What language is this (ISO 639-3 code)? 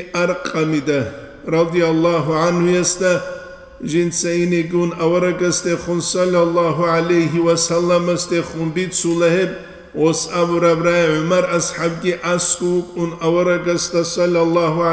ava